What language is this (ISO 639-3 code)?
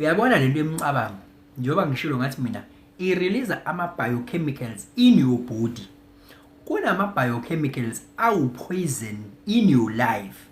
zul